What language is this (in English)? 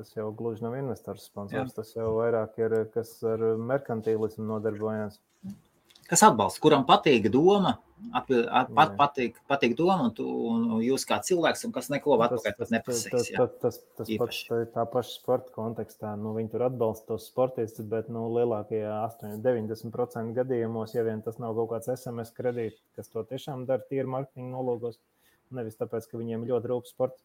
Latvian